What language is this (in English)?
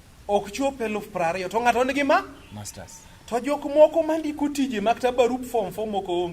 Luo (Kenya and Tanzania)